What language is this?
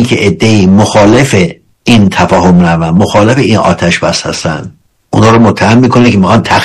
Persian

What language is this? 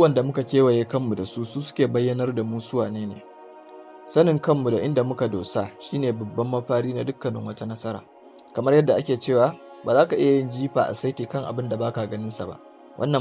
Hausa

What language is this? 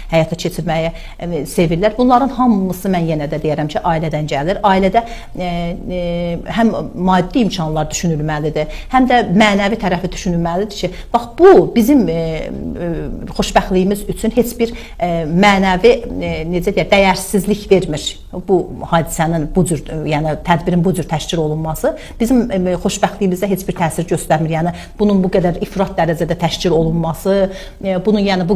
Azerbaijani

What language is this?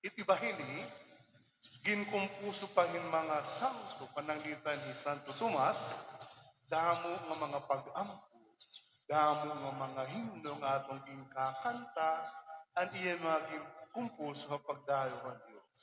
Waray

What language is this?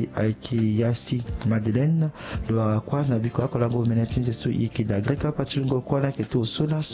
Sango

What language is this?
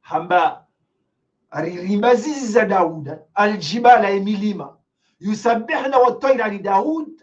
Ngazidja Comorian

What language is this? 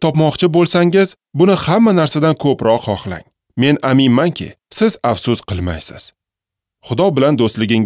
Uzbek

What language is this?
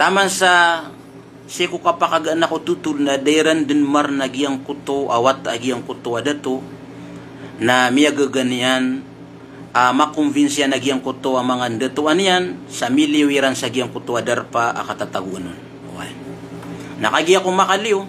Maranao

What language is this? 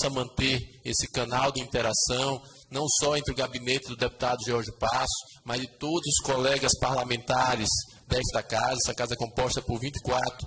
Portuguese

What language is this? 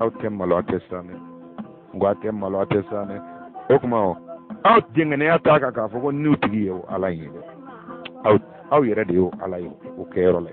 Bambara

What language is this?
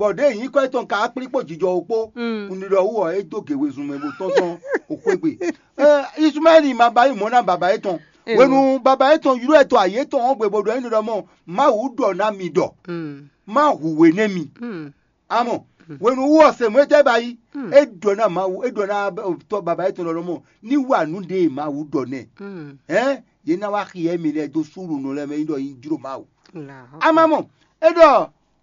Fon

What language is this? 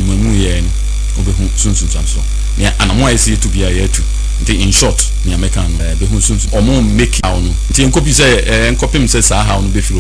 Akan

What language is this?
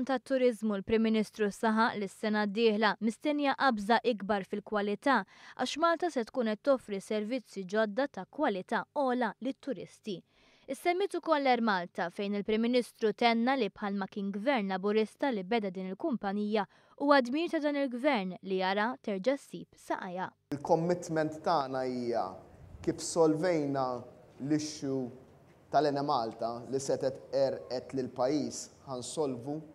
Maltese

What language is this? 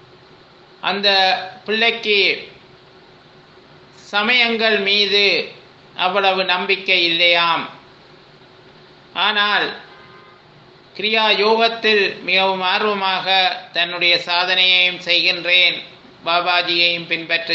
Tamil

